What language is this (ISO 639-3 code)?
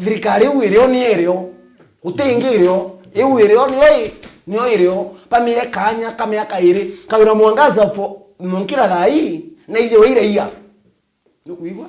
mer